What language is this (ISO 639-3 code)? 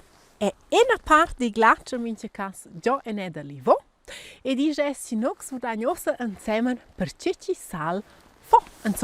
roh